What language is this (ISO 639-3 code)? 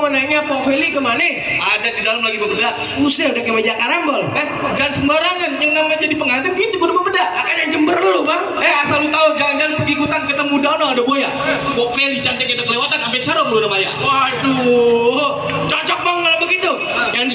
bew